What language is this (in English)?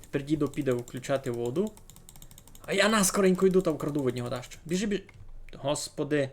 Rusyn